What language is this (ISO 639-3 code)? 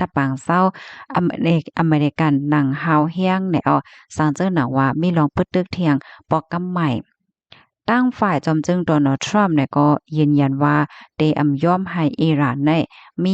shn